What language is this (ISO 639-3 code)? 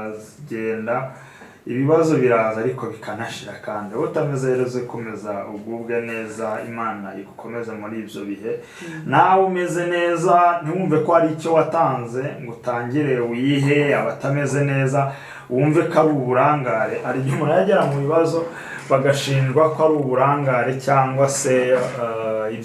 kin